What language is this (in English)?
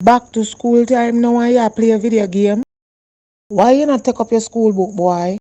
Jamaican Creole English